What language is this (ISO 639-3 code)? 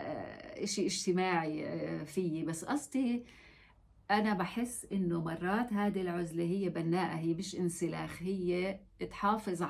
apc